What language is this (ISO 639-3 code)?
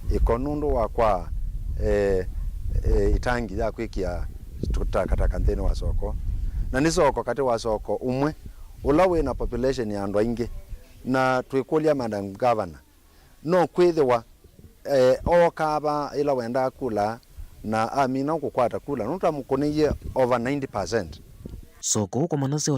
kam